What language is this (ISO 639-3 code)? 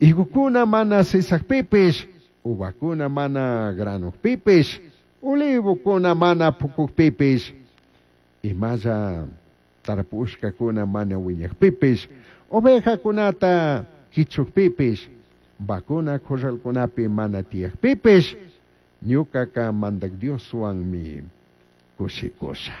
qug